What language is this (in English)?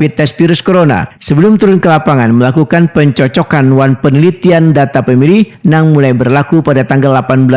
Banjar